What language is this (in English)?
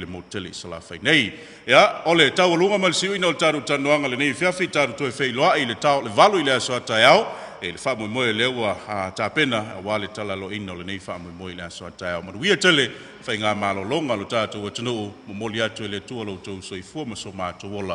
Samoan